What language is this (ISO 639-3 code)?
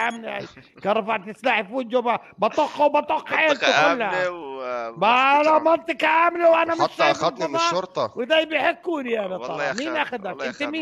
apc